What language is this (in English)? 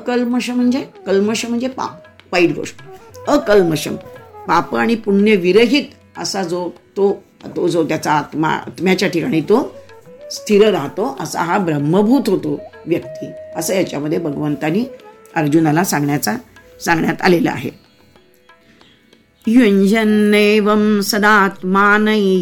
Marathi